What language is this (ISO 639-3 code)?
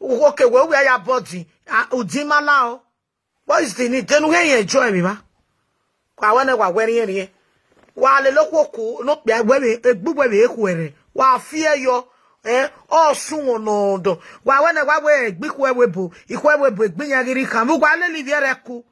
pcm